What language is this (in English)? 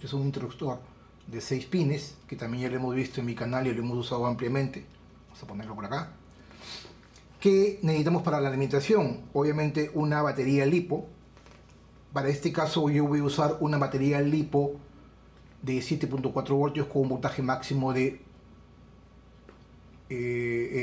Spanish